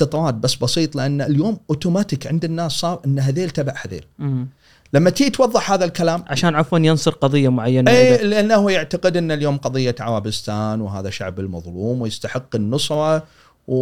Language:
Gulf Arabic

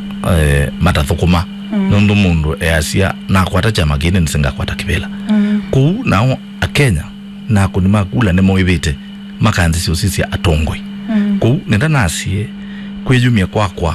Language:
Kamba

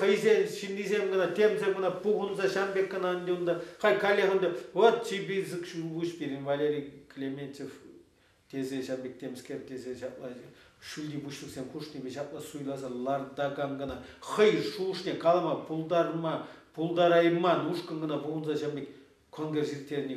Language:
Chuvash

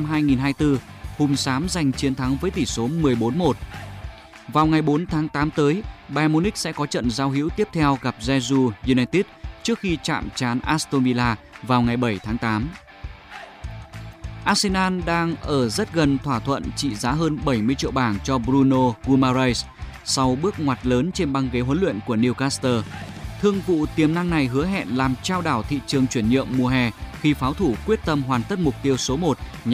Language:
Vietnamese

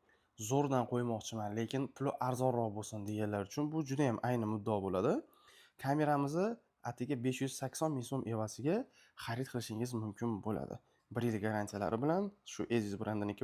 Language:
Uzbek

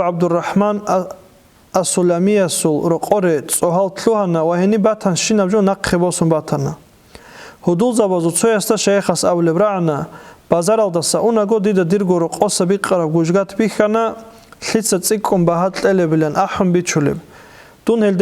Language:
Avaric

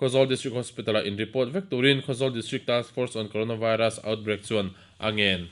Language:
Mizo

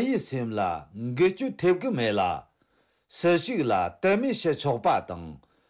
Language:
Tibetan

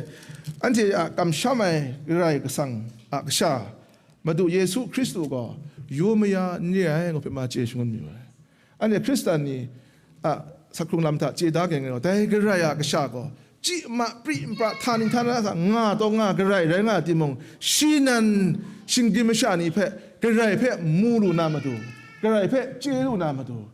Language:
Kachin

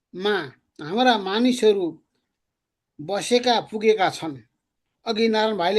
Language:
Nepali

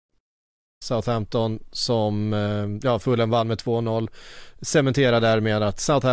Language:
Swedish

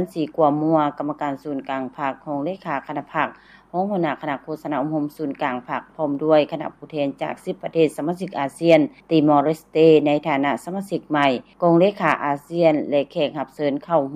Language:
Lao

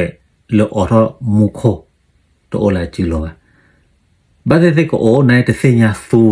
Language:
S'gaw Karen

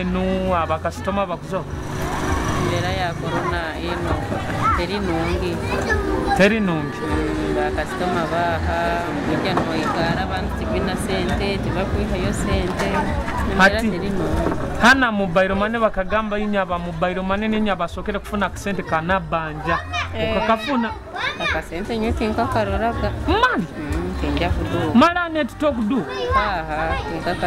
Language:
Nyoro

